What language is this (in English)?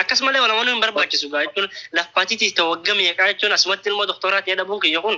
Oromo